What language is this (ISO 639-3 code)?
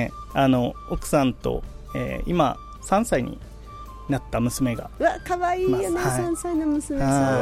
jpn